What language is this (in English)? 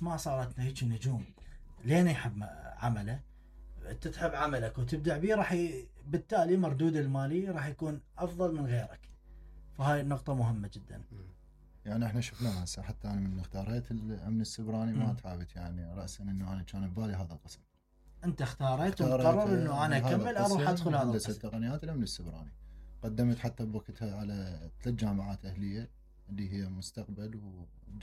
Mesopotamian Arabic